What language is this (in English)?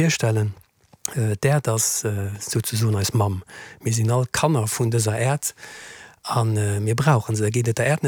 Luxembourgish